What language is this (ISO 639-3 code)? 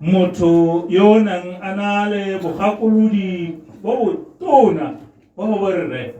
tsn